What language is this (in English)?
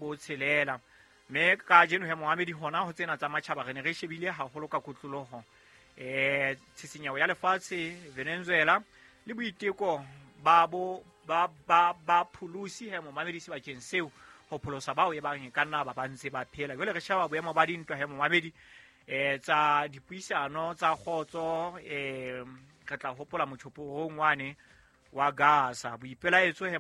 Southern Sotho